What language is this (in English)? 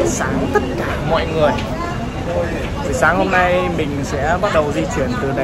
Vietnamese